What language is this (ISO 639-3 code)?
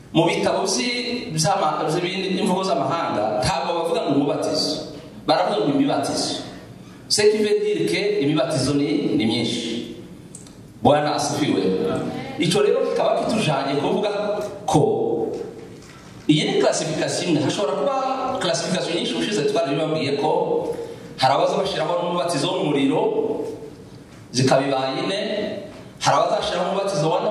kin